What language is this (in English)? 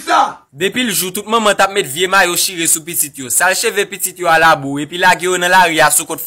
Haitian Creole